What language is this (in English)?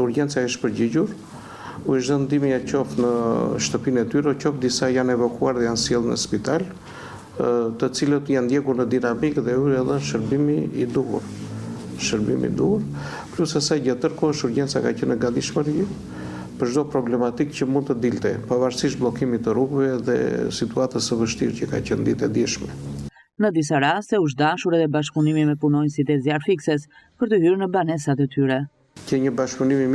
Albanian